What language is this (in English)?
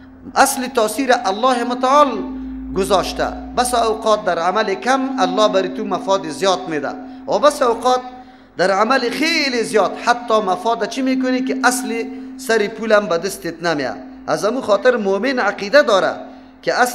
Persian